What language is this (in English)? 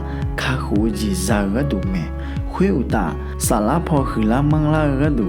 Akha